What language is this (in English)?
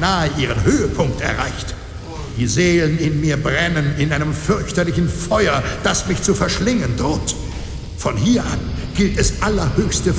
Bavarian